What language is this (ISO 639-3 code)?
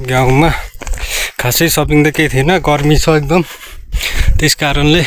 nep